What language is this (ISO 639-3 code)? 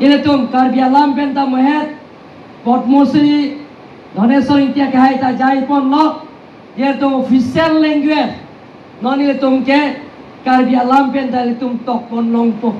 mjw